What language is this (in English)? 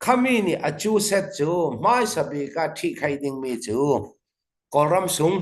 Hakha Chin